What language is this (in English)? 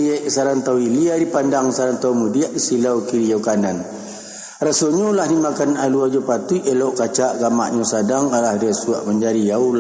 Minangkabau